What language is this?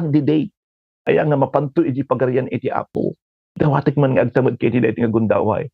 Iloko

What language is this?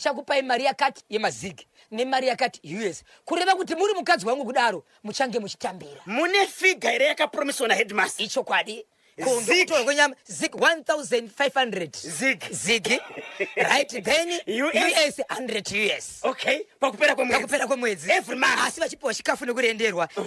Shona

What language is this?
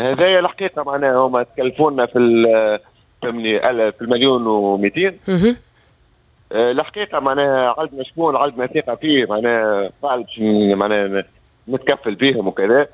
Tunisian Arabic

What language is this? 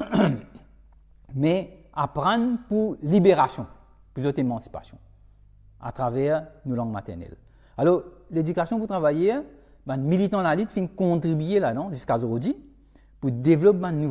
Morisyen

